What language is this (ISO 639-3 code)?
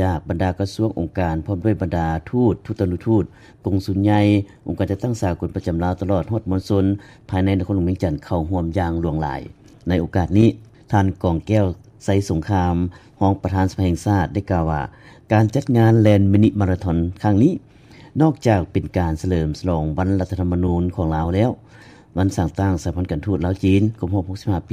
lao